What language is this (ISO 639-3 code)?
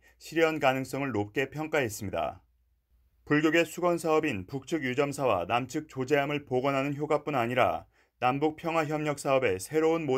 kor